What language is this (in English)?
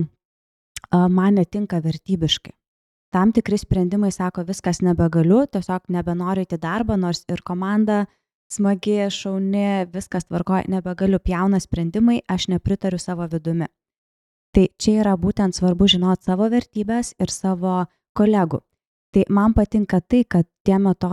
Lithuanian